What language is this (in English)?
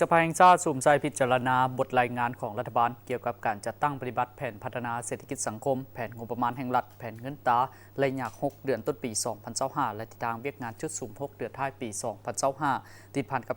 Lao